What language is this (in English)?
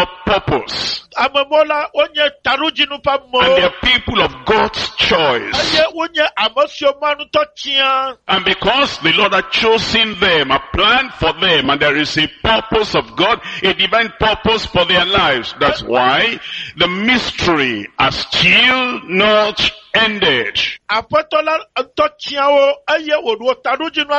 Ewe